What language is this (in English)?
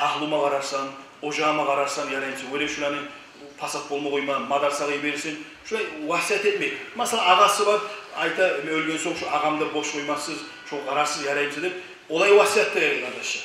Kumyk